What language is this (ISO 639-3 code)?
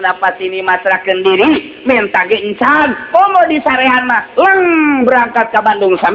sun